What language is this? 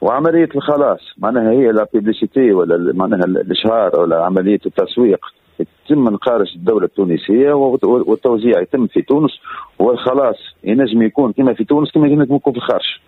Tunisian Arabic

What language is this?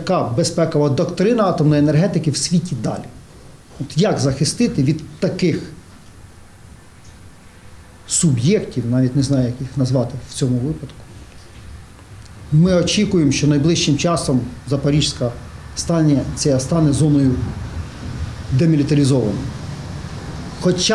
Ukrainian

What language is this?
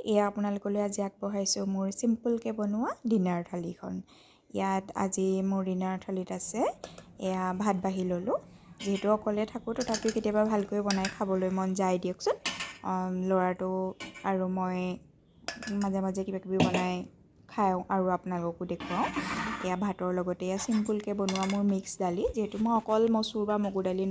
Assamese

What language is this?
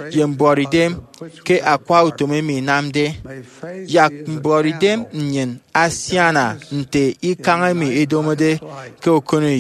Efik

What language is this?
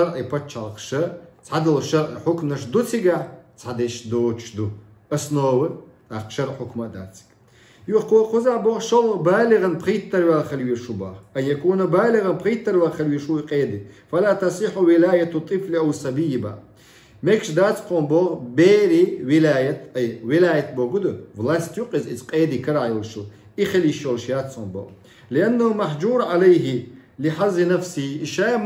Chechen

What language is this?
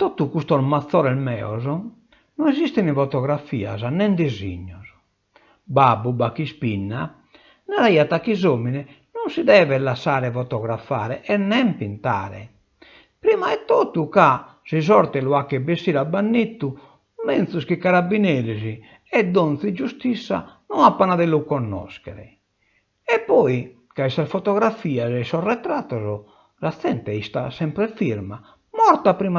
Sardinian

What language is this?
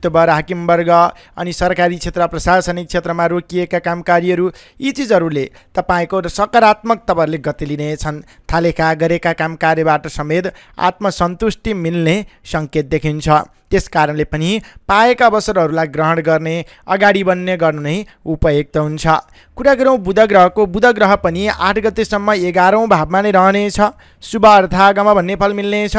Nepali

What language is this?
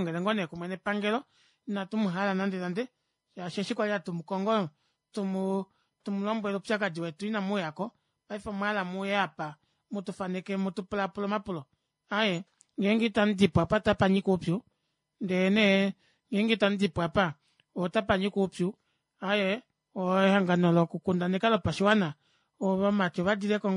Kuanyama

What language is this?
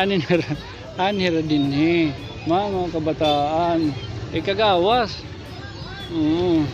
Waray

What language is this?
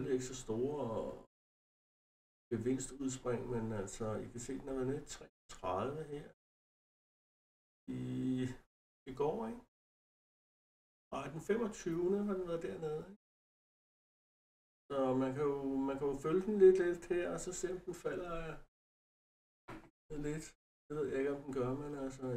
Danish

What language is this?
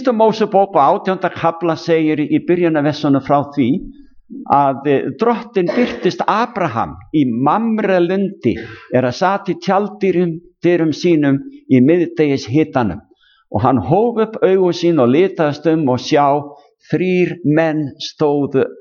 Icelandic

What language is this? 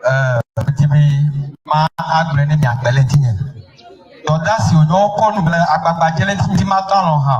Ewe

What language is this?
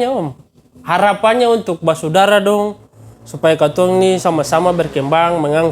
Ambonese Malay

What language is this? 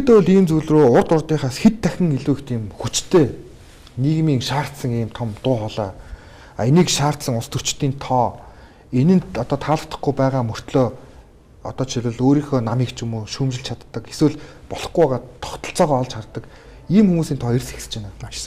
Mongolian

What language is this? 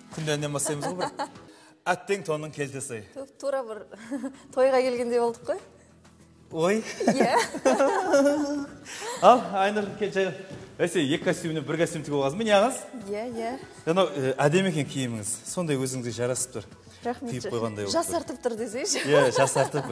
Kazakh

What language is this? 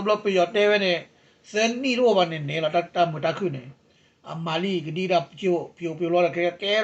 S'gaw Karen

